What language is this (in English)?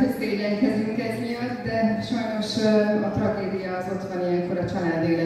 Hungarian